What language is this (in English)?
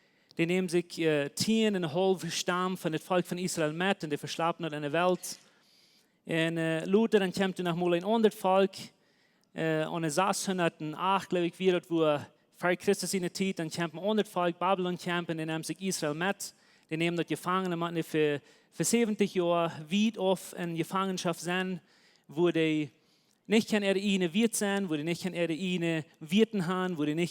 Plautdietsch